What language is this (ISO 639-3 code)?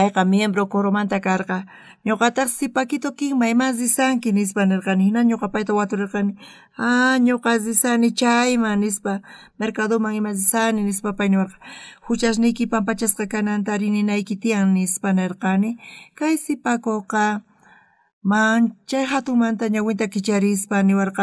quh